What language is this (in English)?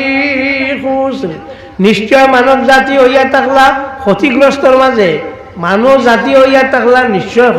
Sylheti